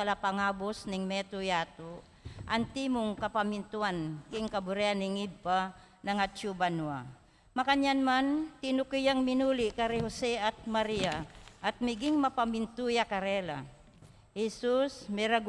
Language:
Pampanga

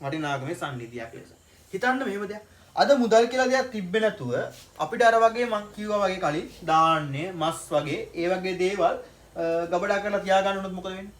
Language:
Sinhala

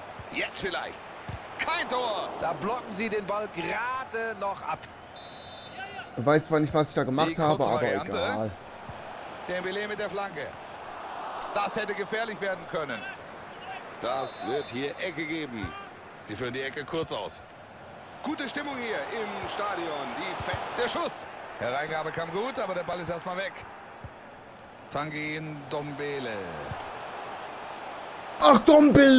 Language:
German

